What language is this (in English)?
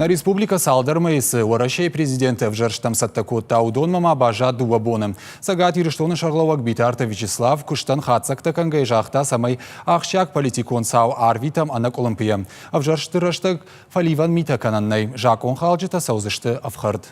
Ossetic